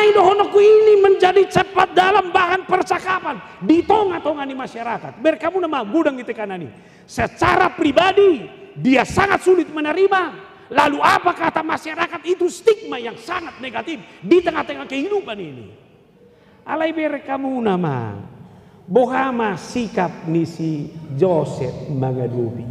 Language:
Batak Toba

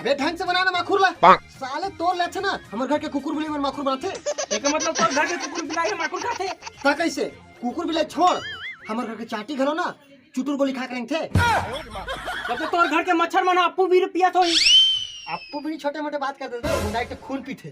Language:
Chhattisgarhi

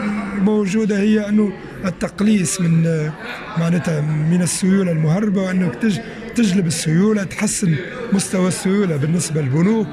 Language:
Tunisian Arabic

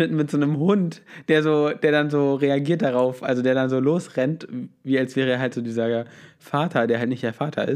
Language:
German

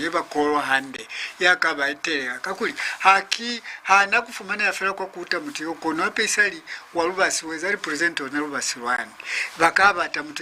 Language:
Lozi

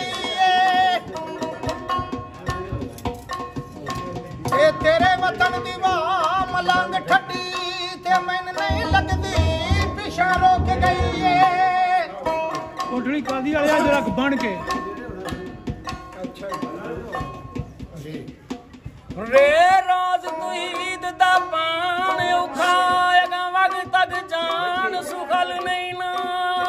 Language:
Punjabi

